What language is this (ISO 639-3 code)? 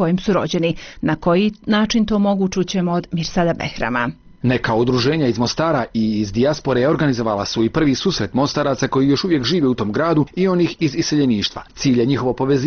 bos